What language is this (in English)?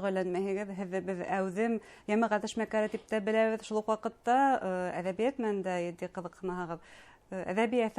Bashkir